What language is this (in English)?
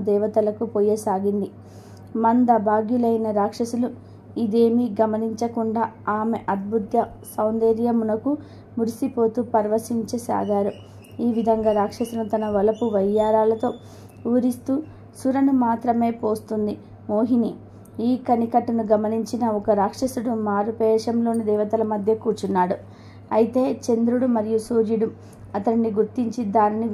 Telugu